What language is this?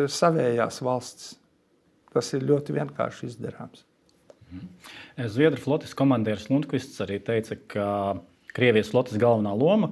Latvian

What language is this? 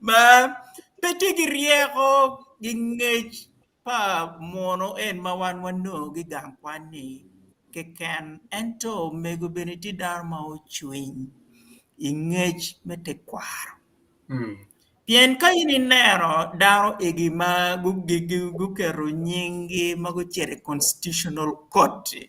Acoli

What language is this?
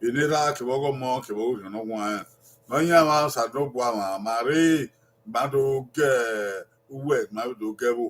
Bini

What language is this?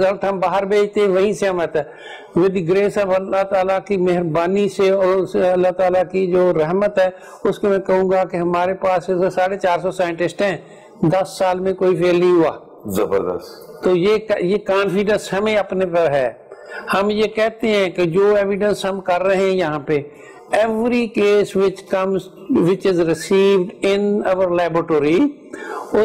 Urdu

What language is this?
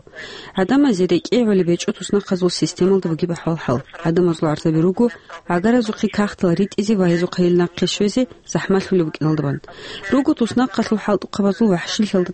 Avaric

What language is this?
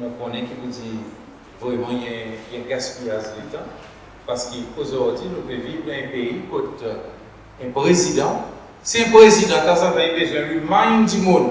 Seselwa Creole French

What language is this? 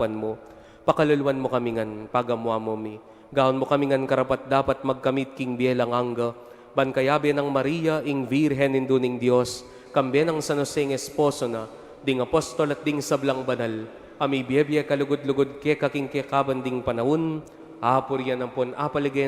Pampanga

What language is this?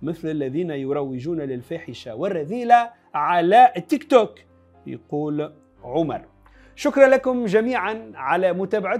Arabic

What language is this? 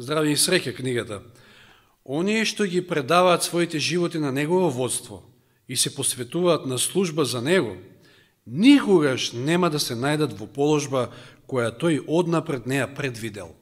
Macedonian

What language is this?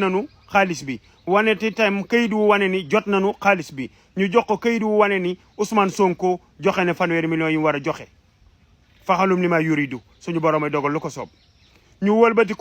Wolof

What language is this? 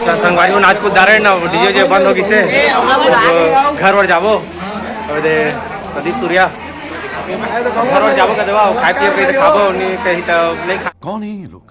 Chhattisgarhi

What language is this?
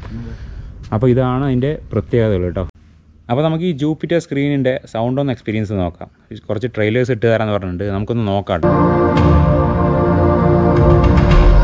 Malayalam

